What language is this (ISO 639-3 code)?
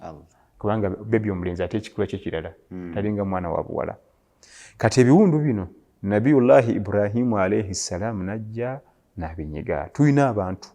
lug